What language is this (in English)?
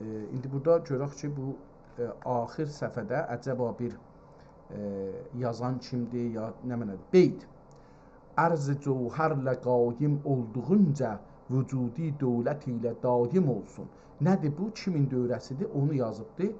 South Azerbaijani